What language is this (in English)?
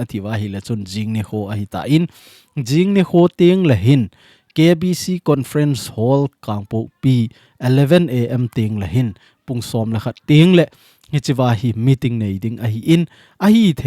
Thado Chin